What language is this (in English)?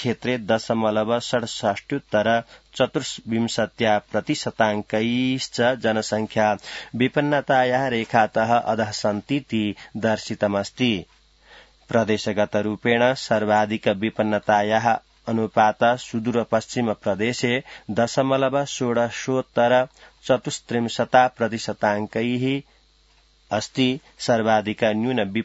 Sanskrit